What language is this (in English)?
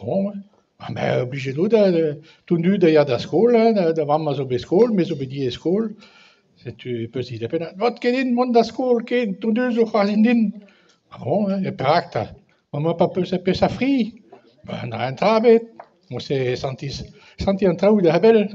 Breton